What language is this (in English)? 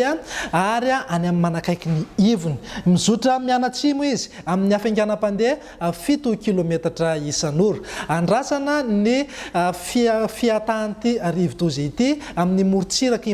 Malagasy